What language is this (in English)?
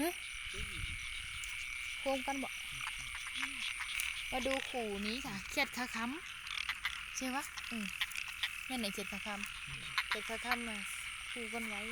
Northeastern Thai